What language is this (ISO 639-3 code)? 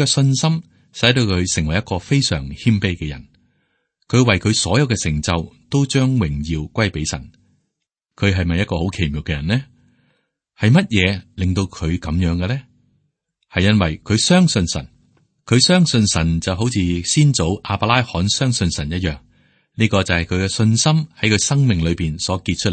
yue